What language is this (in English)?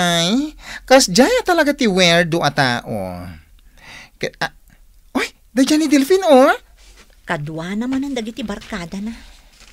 Iloko